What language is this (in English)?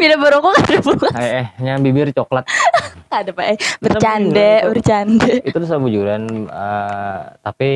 Banjar